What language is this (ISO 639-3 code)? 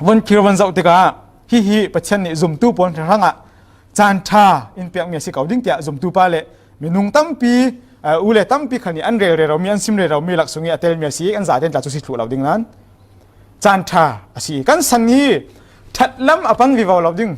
cfm